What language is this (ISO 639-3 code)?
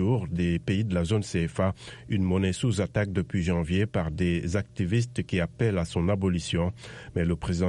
fra